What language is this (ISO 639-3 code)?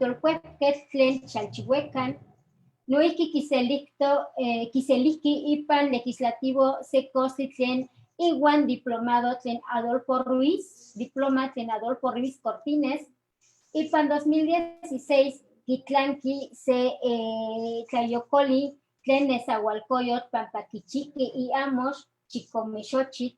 nhe